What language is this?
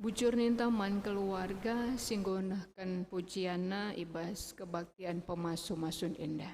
Batak Karo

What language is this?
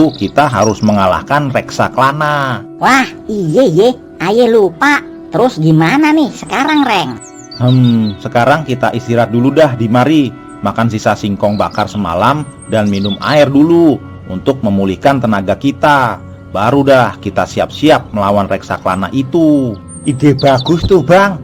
Betawi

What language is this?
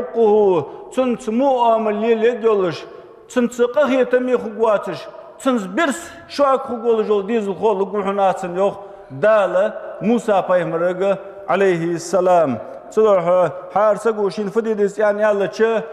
Ingush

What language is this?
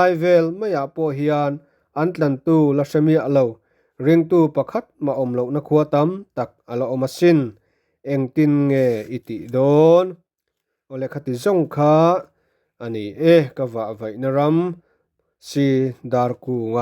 Mizo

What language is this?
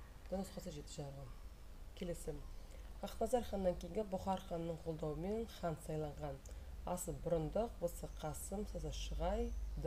Kazakh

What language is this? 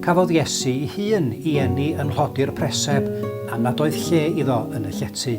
Welsh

